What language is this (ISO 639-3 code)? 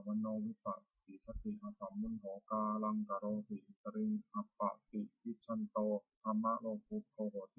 pli